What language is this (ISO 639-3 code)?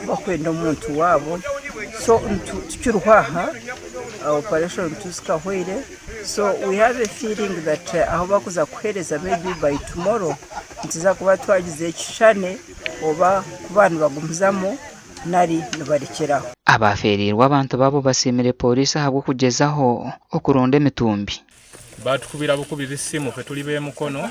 nyn